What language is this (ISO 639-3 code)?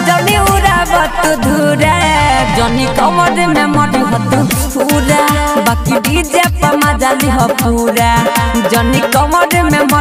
bho